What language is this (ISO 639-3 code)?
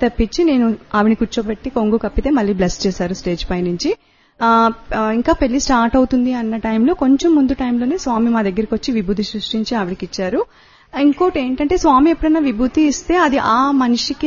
tel